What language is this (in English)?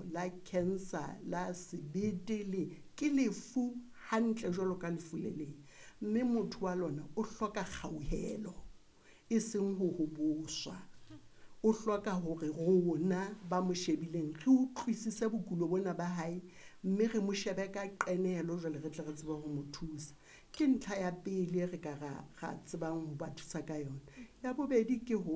Southern Sotho